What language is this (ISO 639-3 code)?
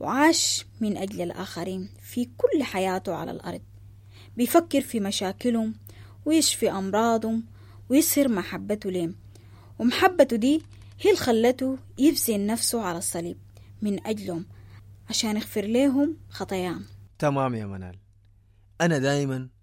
apd